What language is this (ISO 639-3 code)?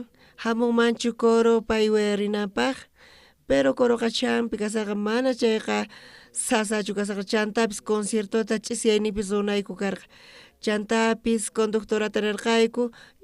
quh